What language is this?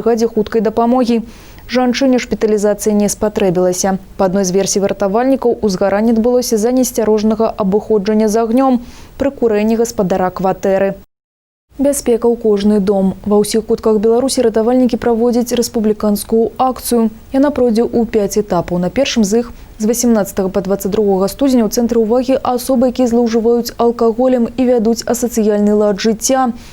Belarusian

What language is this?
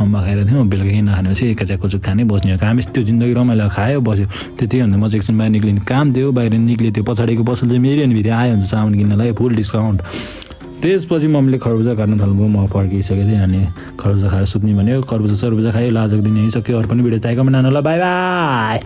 Nepali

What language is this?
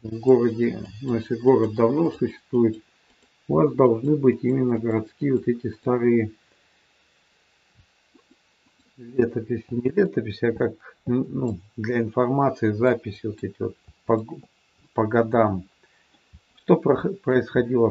Russian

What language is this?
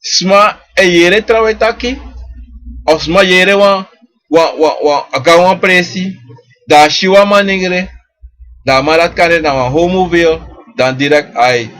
Sranan Tongo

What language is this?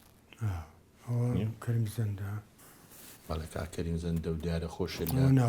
Central Kurdish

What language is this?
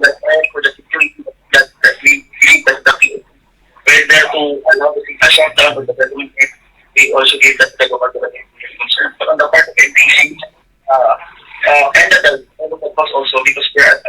Hiligaynon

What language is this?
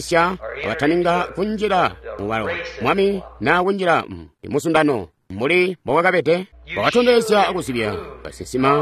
Tonga (Zambia)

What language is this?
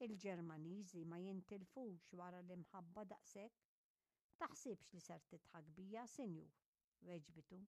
Maltese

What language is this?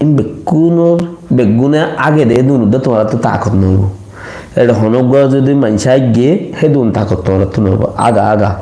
Rohingya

